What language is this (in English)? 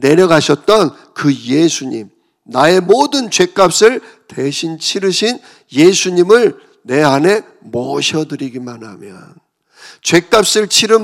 Korean